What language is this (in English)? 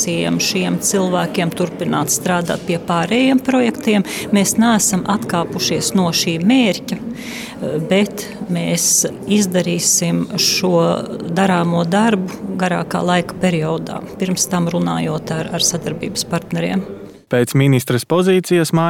Latvian